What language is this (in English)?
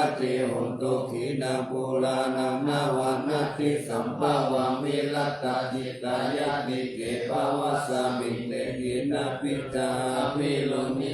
Pali